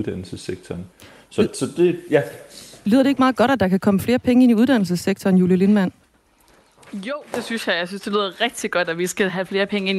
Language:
Danish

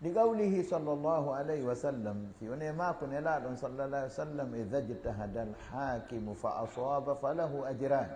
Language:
Fula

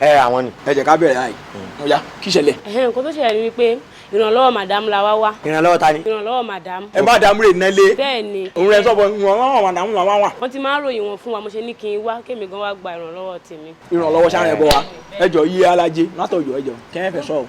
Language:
Yoruba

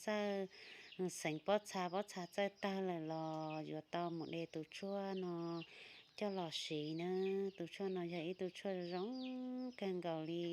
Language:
Hmong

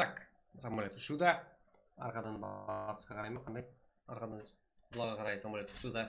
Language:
Kara-Kalpak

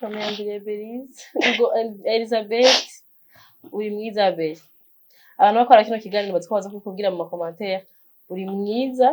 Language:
Rundi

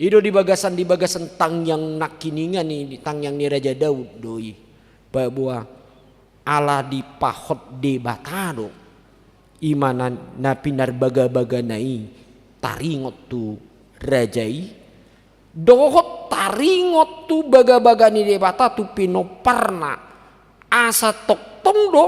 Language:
Batak Toba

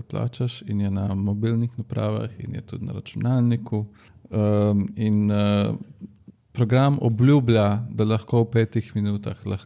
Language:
Slovenian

